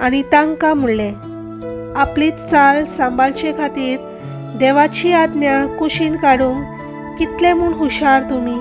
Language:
Konkani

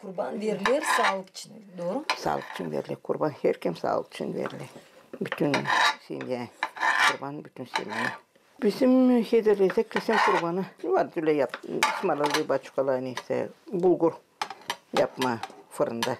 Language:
Gagauz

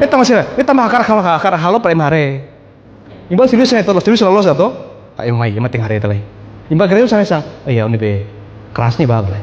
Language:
Tetum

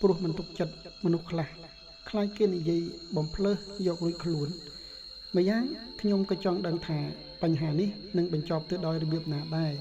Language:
Khmer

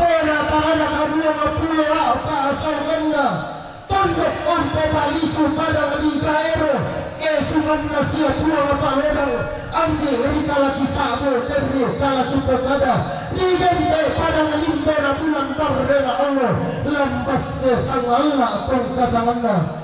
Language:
Toraja-Sa'dan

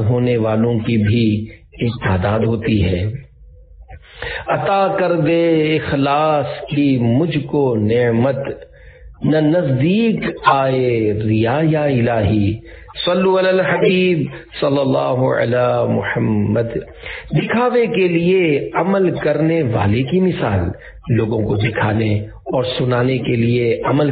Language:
Urdu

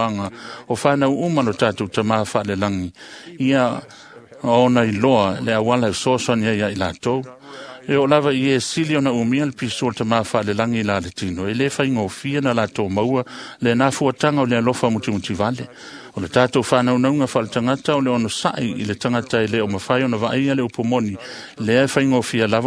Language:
Samoan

